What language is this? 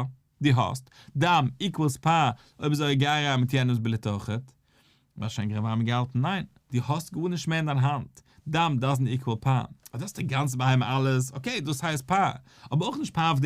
Yiddish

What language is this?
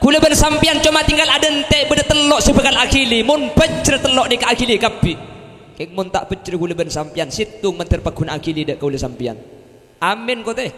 Madurese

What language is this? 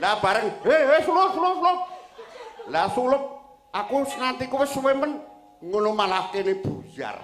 Javanese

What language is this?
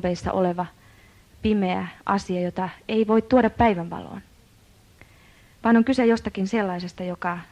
Finnish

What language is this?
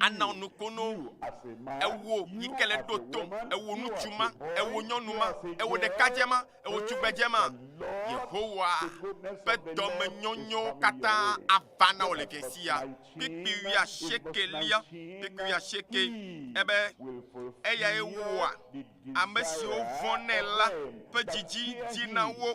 Ewe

